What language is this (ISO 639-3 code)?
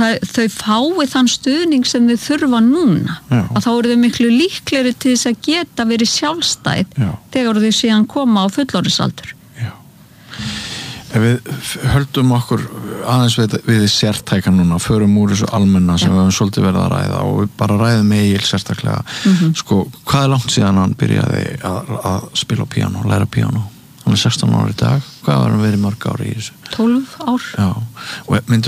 isl